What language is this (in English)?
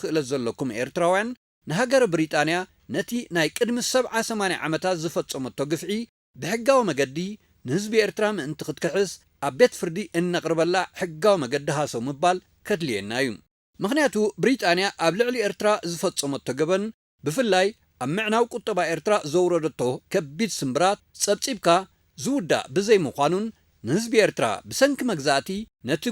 Tigrinya